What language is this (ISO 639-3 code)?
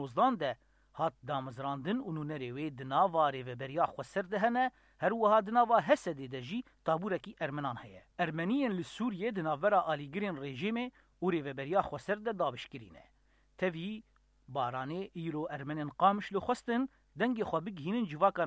kur